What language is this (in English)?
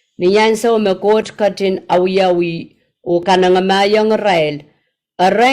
Pohnpeian